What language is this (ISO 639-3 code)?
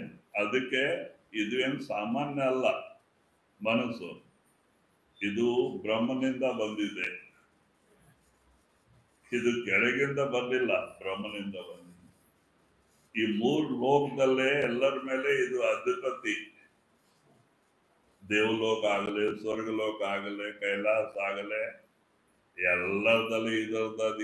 kan